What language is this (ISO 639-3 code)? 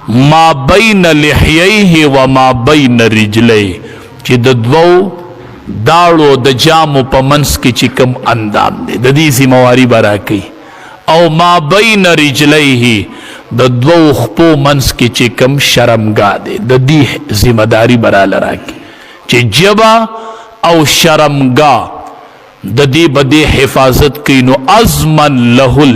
pus